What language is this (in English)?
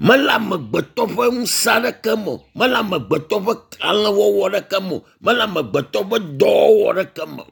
Ewe